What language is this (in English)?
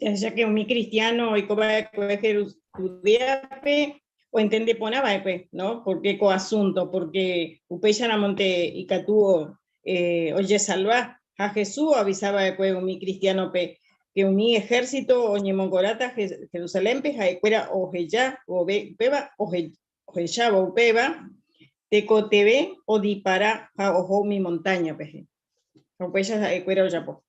Guarani